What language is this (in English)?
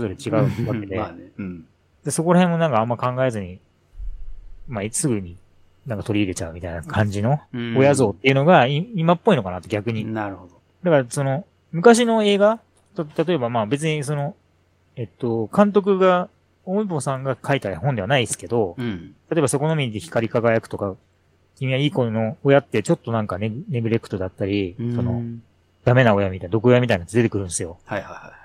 Japanese